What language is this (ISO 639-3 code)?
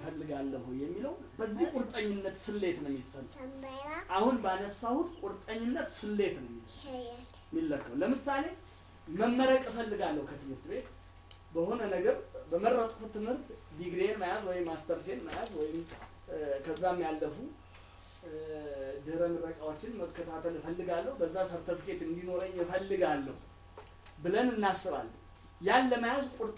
amh